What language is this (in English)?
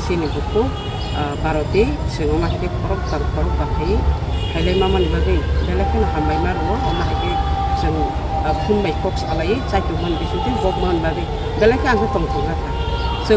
Kok Borok